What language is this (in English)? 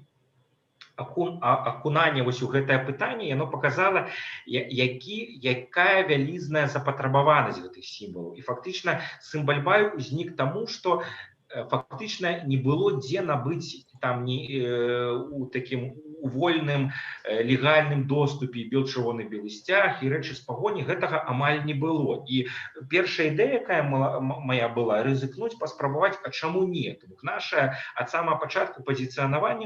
Belarusian